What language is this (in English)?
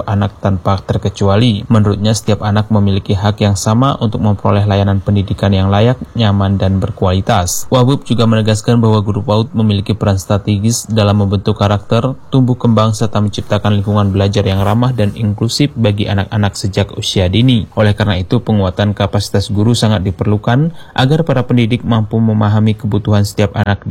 Indonesian